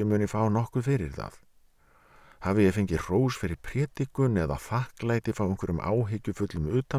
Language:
Icelandic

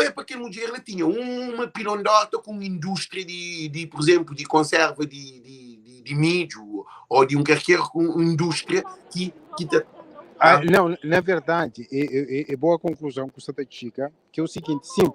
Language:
Kabuverdianu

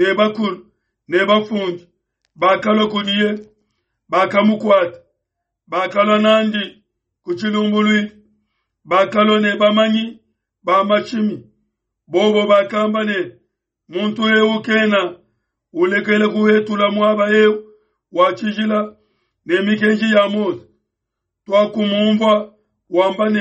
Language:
Luba-Lulua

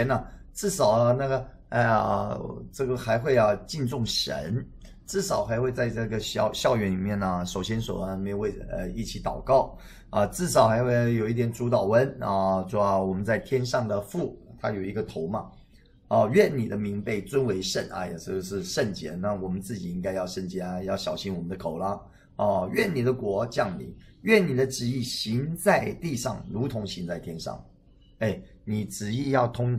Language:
Chinese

